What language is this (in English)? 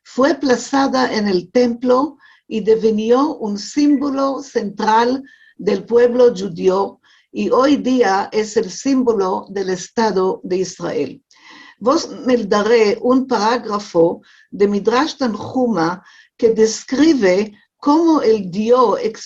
Ladino